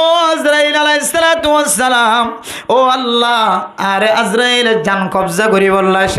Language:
Rohingya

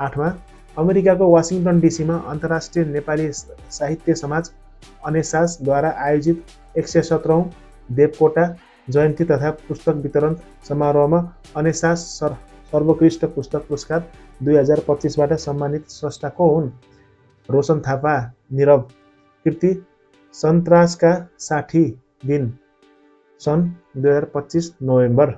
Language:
Nepali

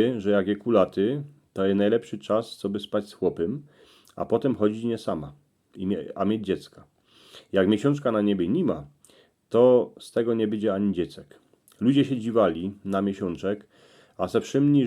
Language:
Silesian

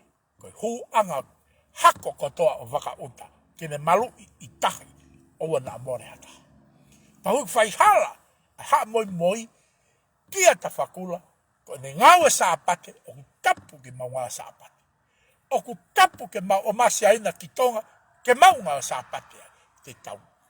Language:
Tongan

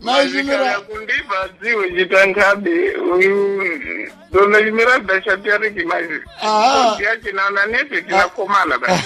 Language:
Sena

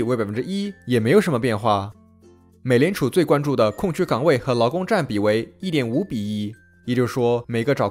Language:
Chinese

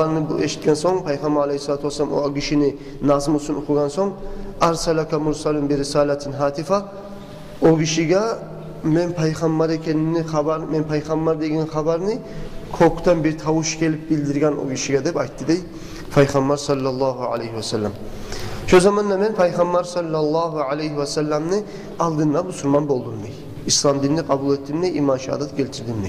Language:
Kumyk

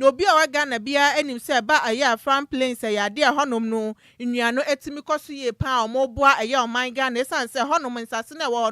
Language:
Akan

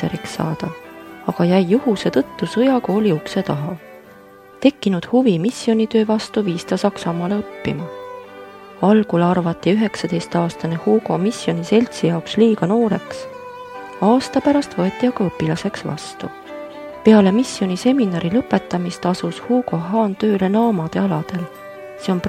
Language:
Estonian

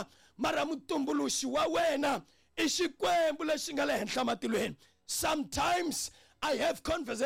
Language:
Tsonga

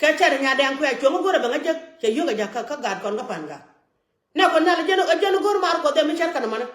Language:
Nuer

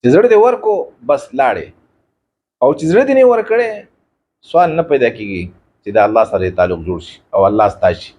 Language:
Pashto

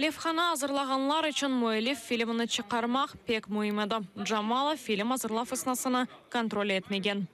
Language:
Crimean Tatar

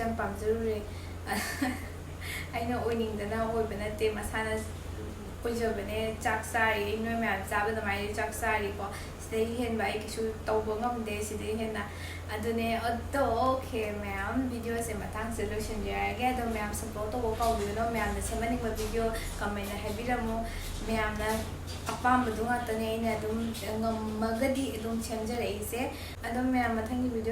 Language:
Manipuri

